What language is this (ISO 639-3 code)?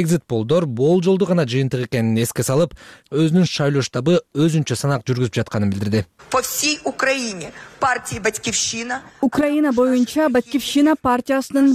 kir